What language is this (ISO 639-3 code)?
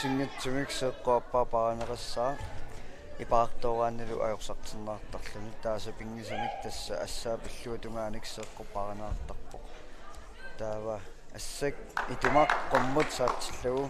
kal